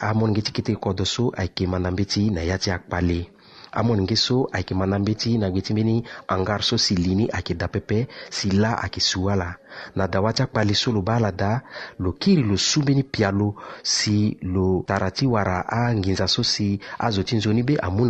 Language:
Sango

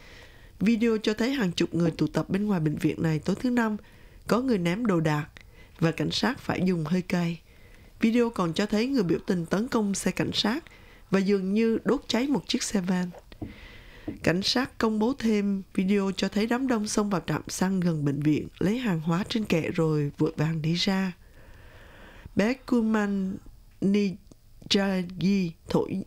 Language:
Vietnamese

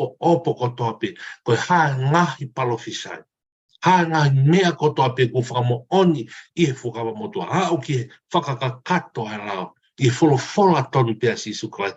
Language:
Tongan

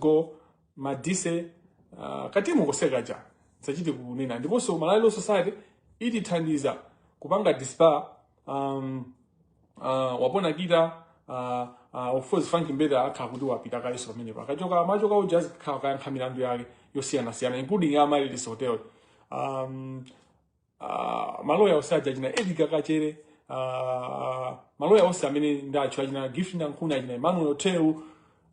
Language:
Nyanja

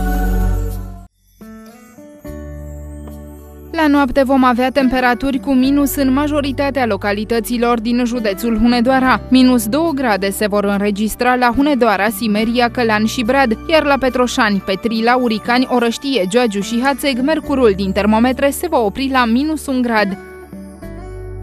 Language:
Romanian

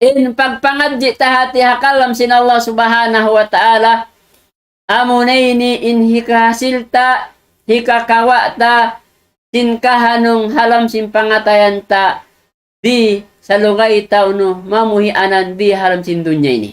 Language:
Tausug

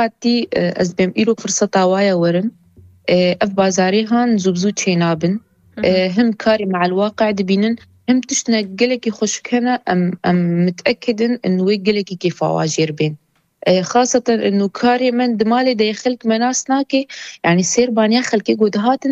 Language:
Kurdish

